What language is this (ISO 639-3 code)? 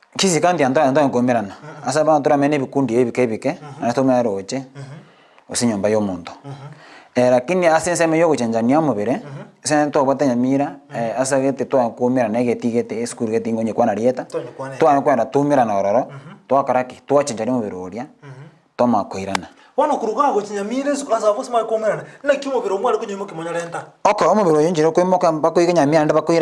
guz